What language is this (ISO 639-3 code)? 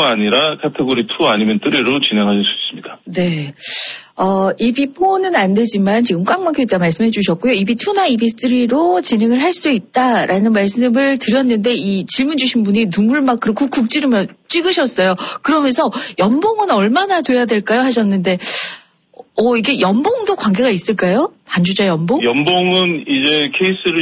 kor